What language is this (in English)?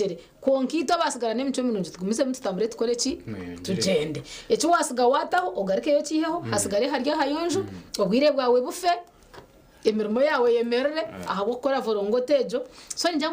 Nyankole